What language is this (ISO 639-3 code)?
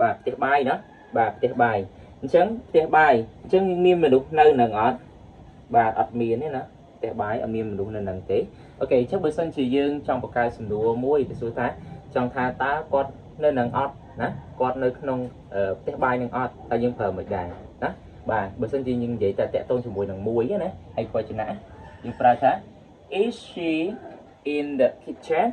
khm